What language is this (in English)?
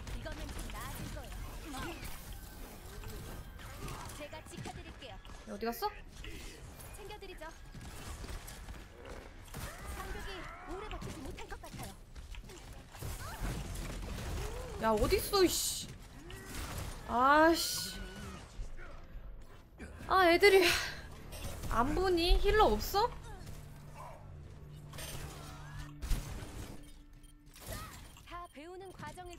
Korean